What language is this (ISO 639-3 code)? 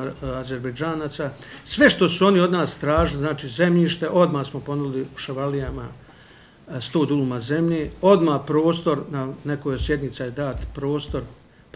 bos